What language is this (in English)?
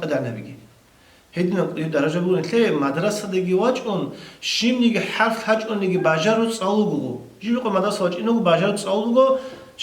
Avaric